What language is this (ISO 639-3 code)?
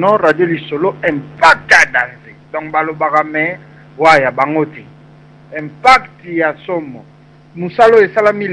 lin